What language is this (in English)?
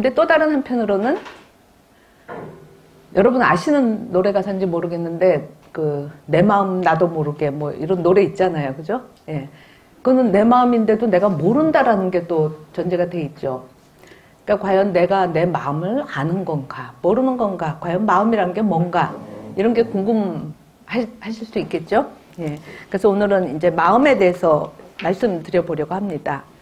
Korean